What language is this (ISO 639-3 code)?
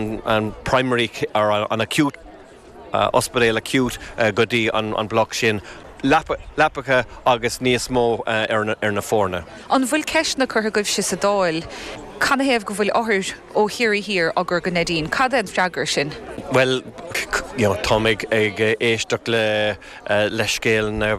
gle